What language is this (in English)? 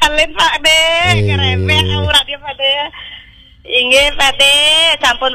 Balinese